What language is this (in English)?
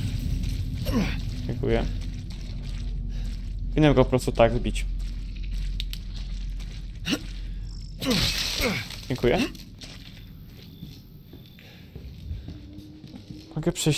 Polish